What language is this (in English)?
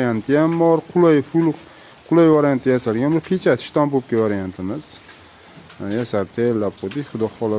Uzbek